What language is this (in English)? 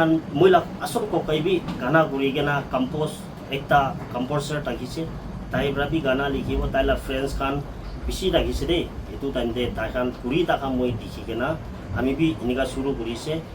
Naga Pidgin